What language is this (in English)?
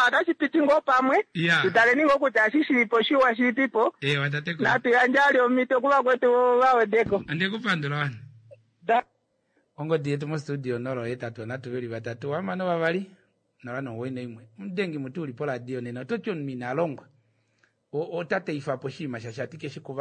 Kuanyama